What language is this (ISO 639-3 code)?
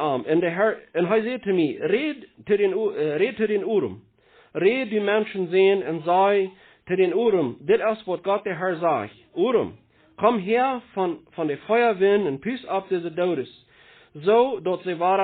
pdt